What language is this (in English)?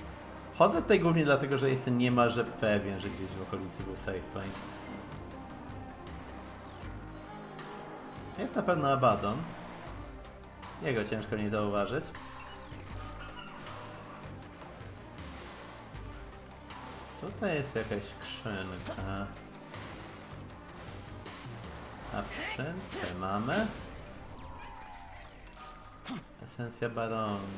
Polish